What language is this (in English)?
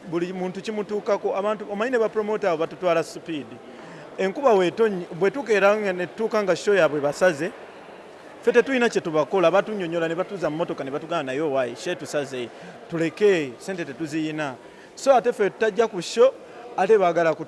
Ganda